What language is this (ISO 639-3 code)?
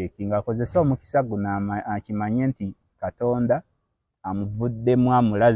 lug